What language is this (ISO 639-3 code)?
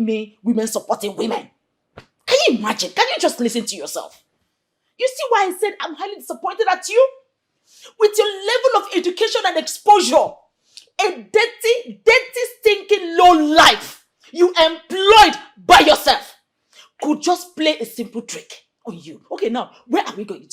pcm